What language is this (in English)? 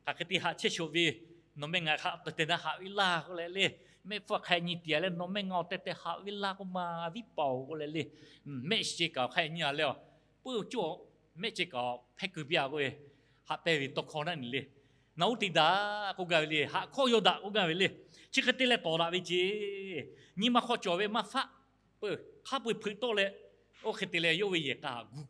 Lahu